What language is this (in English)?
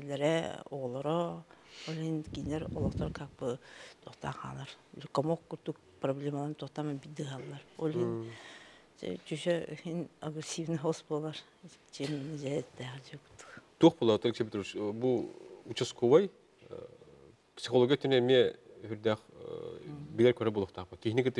Yakut